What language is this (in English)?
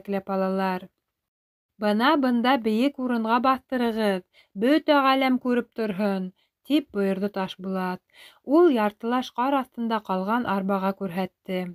Bashkir